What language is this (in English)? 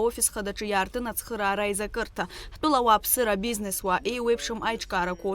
Abkhazian